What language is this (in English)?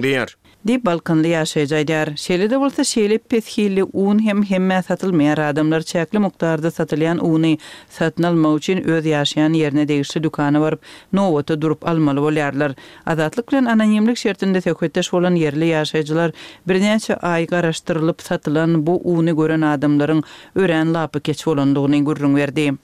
Turkmen